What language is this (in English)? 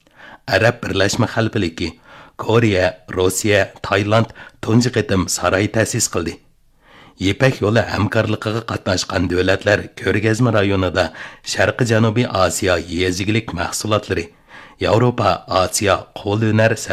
Uyghur